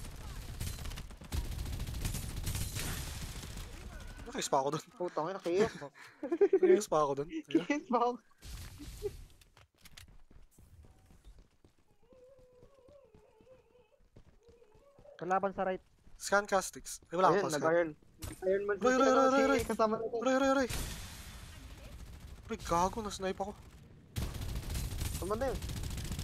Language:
Filipino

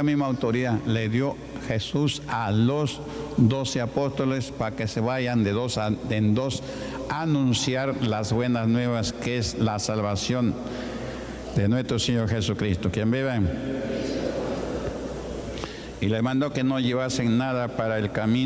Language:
Spanish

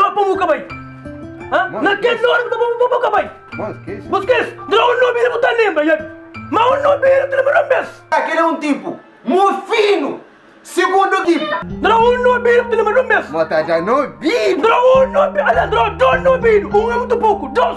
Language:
Kabuverdianu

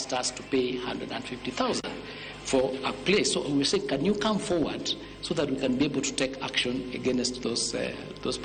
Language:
Luo (Kenya and Tanzania)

